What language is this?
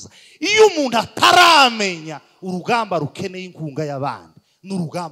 Kinyarwanda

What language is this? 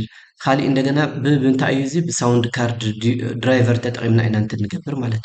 Tigrinya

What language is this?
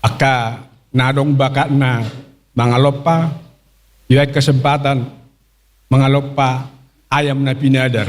Batak Toba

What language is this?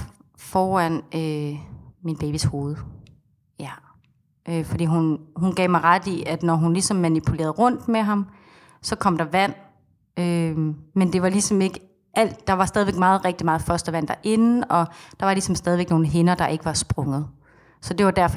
Danish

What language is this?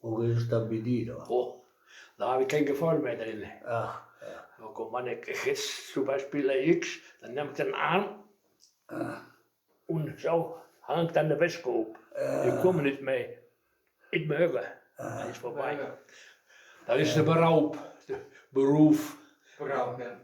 Westphalien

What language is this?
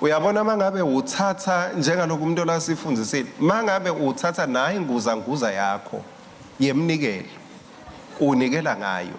Swati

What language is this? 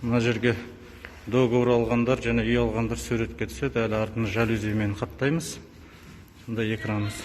Kazakh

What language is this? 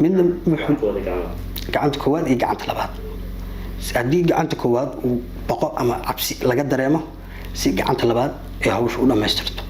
Somali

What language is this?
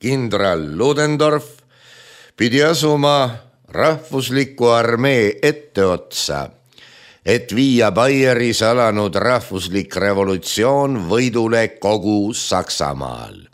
Estonian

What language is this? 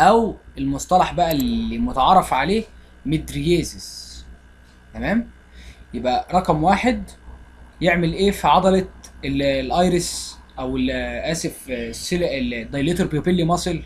Egyptian Arabic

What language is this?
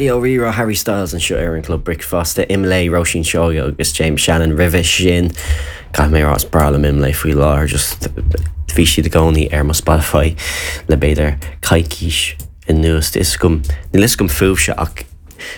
Irish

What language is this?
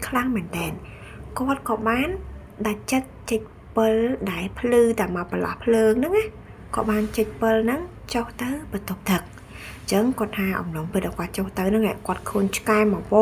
Khmer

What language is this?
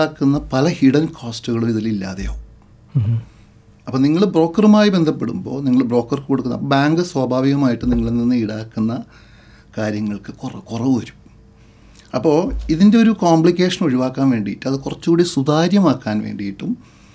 Malayalam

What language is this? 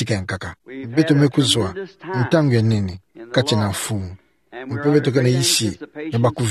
Kituba (Democratic Republic of Congo)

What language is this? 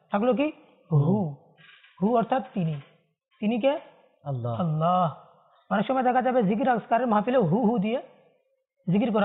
Bangla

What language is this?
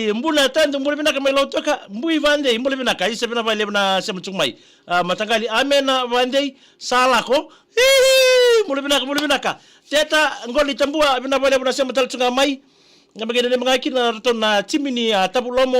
Fijian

